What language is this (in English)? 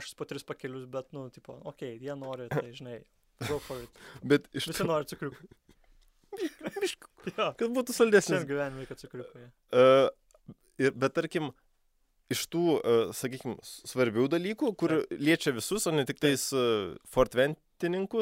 Lithuanian